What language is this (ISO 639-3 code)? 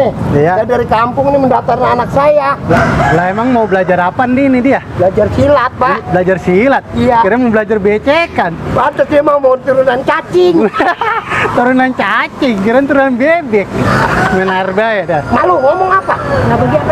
bew